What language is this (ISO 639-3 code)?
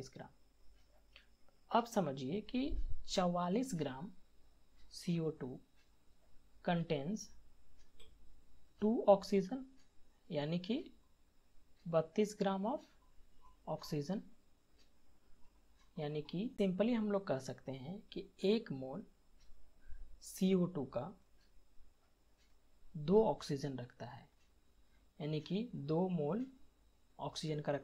hin